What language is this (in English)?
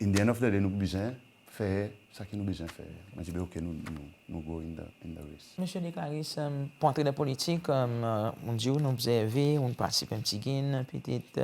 Seselwa Creole French